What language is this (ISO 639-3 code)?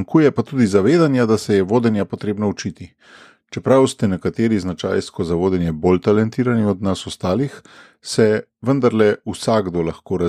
slv